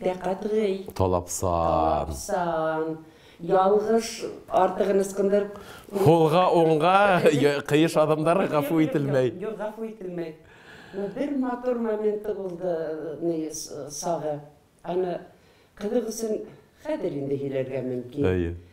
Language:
Bashkir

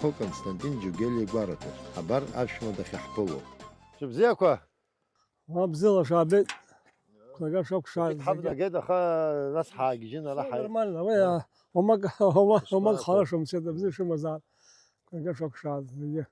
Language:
Abkhazian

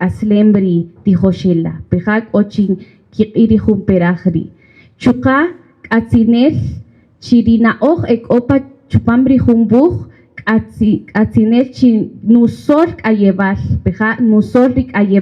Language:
Kaqchikel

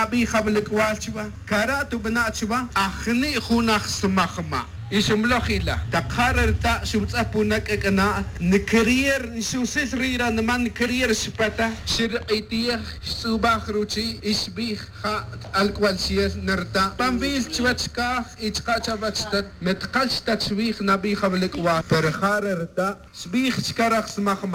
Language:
Tz'utujil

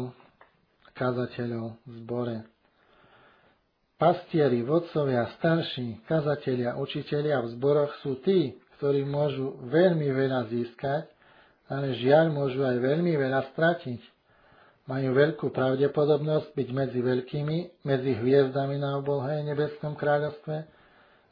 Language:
Slovak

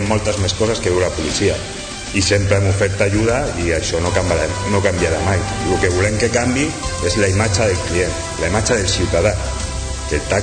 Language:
Catalan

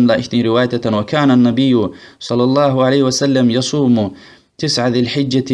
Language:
Lezghian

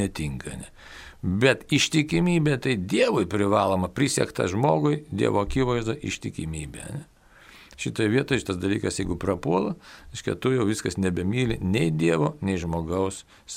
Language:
Lithuanian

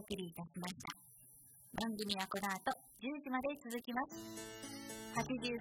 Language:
Japanese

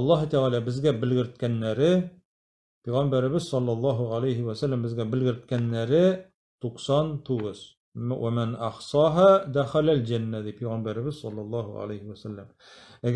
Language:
Tatar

